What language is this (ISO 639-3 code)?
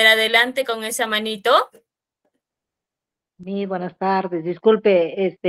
spa